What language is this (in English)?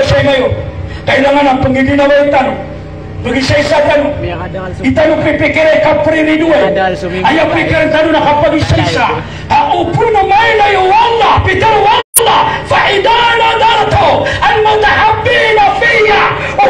Maranao